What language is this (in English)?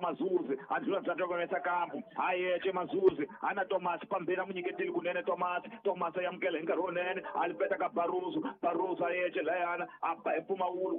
Tsonga